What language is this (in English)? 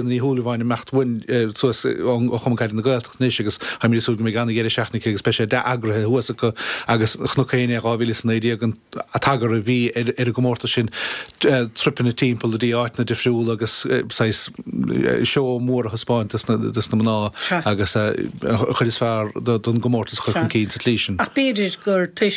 Irish